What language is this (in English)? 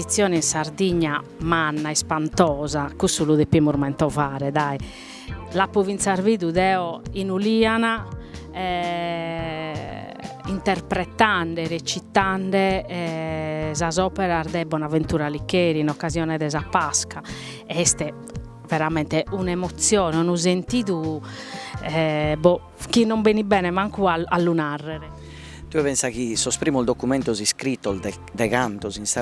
Sardinian